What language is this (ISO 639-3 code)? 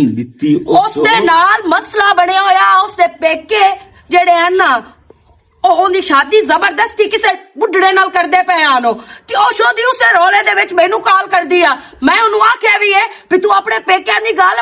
lah